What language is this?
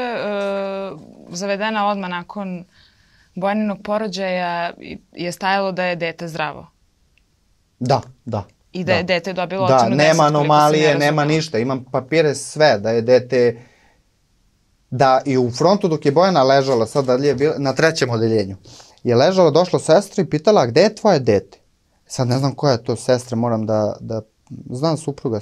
Serbian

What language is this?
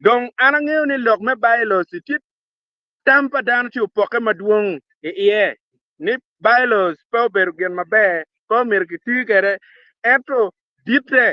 Acoli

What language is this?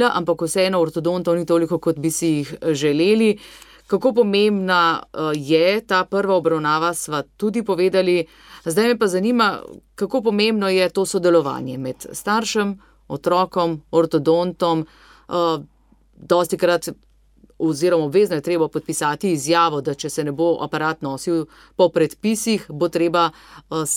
Slovenian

